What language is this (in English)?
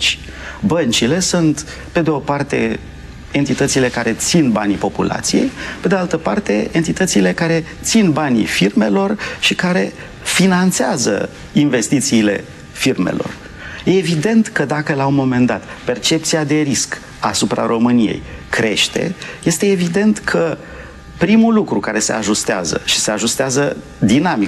Romanian